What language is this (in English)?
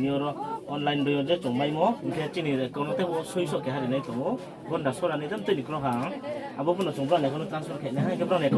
Riang (India)